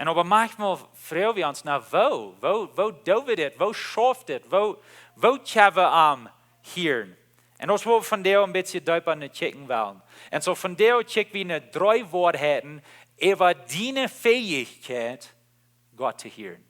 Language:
Plautdietsch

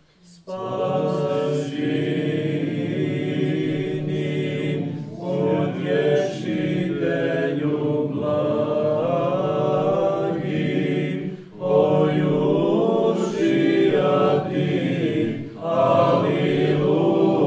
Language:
Serbian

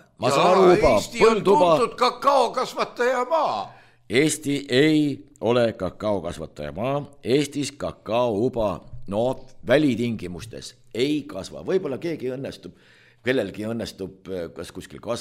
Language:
Estonian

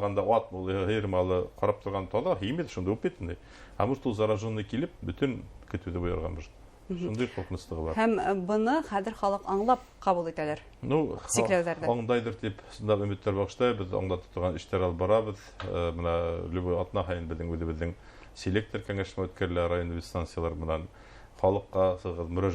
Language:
Bashkir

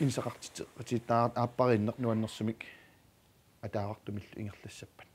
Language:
Kalaallisut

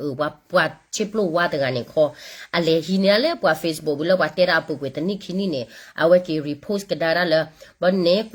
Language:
S'gaw Karen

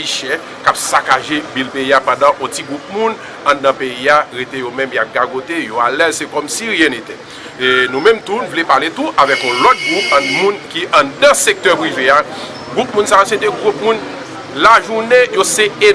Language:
Haitian Creole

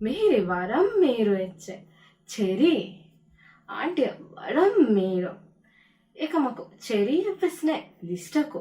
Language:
Divehi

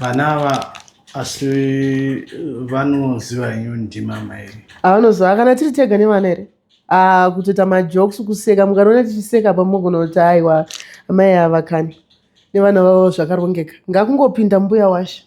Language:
Shona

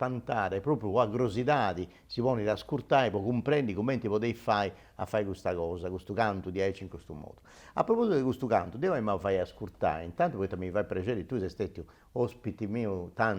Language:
Sardinian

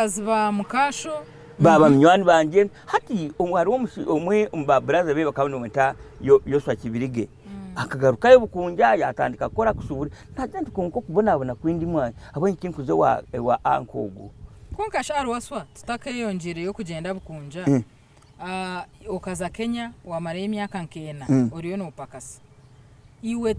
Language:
Nyankole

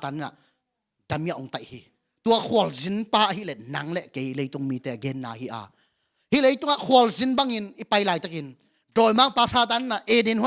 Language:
Tedim Chin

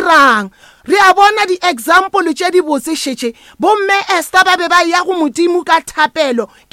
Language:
Northern Sotho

